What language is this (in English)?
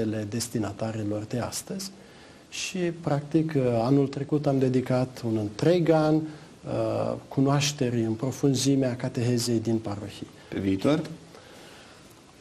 Romanian